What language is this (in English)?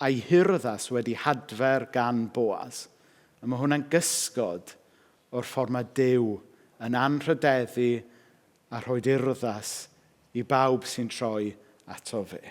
Welsh